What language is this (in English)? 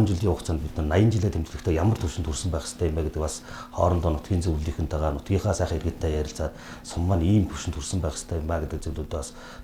Mongolian